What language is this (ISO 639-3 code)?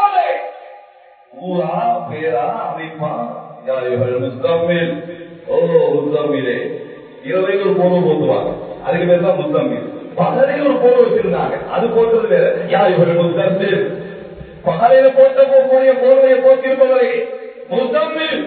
tam